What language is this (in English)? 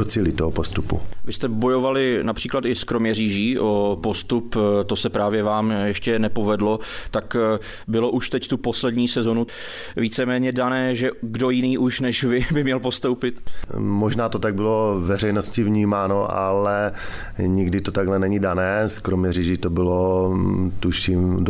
Czech